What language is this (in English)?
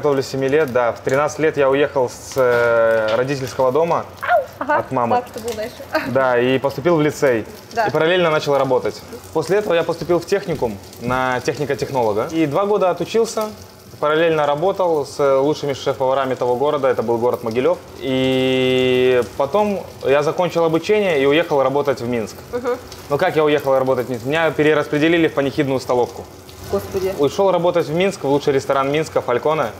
Russian